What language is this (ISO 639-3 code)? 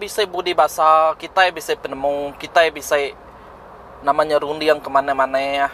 iba